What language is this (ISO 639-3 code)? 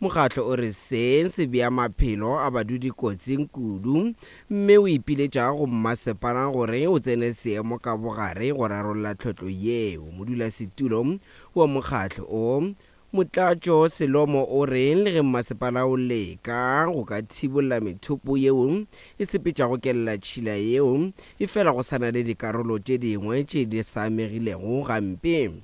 nso